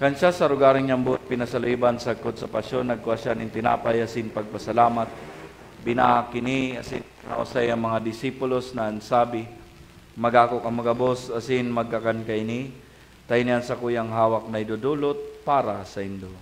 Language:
Bikol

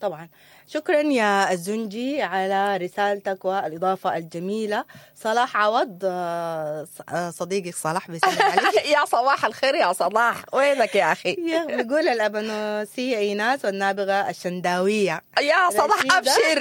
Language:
Sudanese Arabic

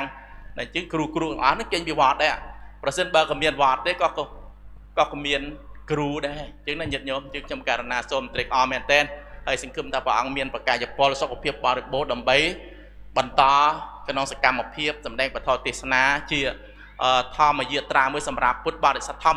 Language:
Khmer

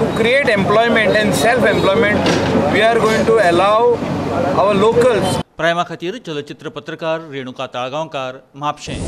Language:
Konkani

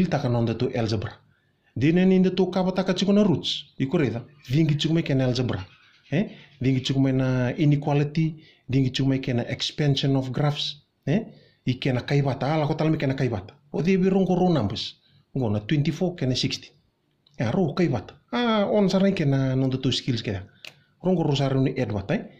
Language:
Fijian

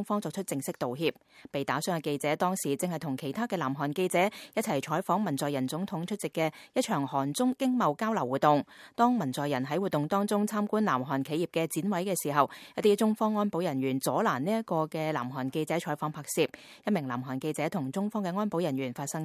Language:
Cantonese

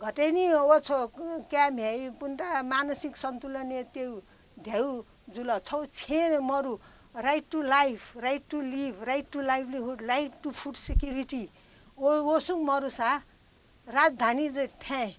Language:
Newari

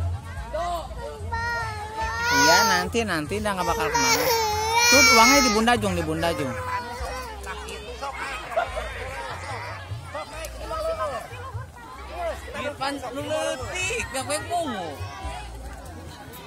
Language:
Indonesian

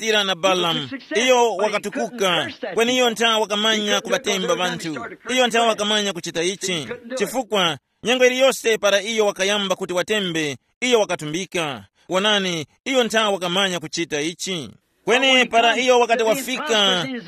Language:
Tumbuka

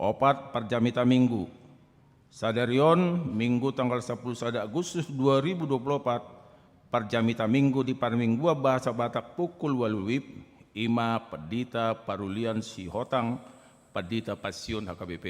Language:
Batak Toba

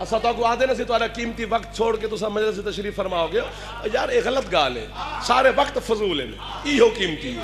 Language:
Saraiki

